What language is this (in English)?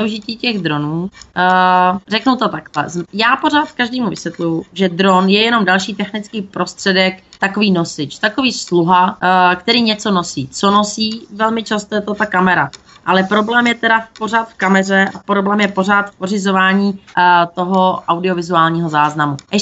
Czech